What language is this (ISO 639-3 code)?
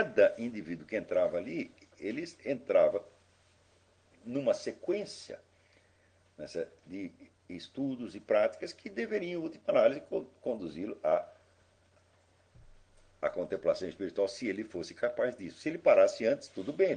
por